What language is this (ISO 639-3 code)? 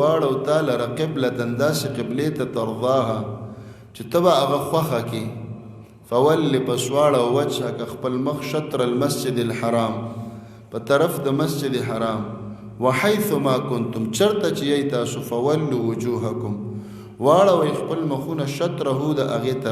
pus